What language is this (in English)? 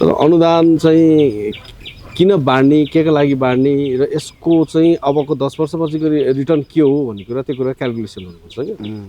Nepali